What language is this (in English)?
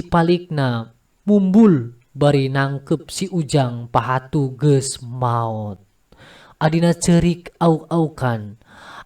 Sundanese